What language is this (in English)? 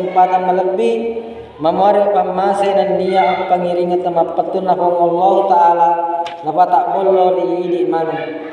Buginese